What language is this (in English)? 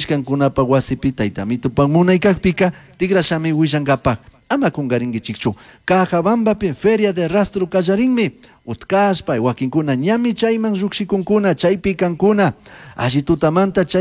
Chimborazo Highland Quichua